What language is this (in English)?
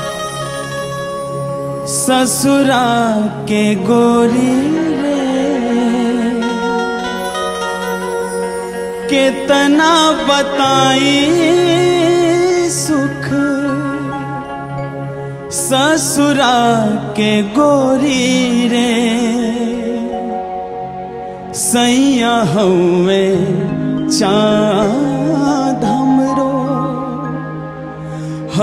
Bhojpuri